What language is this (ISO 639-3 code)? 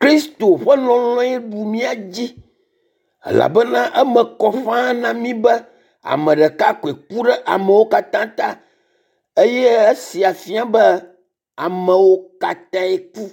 ewe